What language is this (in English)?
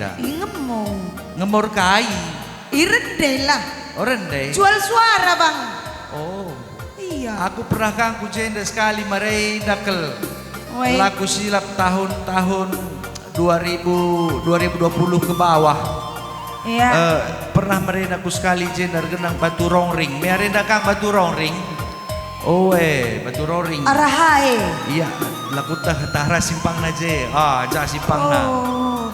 Batak Karo